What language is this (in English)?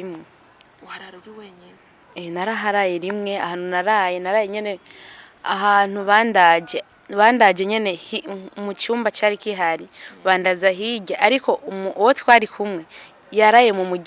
Rundi